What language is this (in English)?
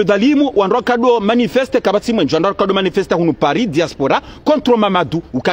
Ngazidja Comorian